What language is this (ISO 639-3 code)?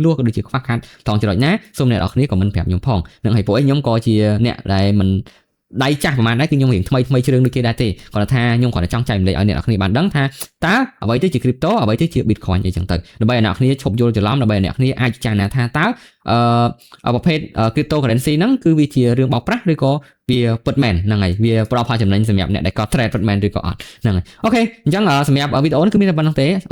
khm